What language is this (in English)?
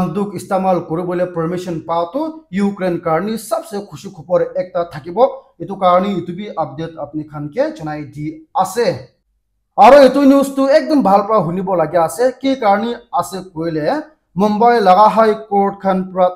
Naga Pidgin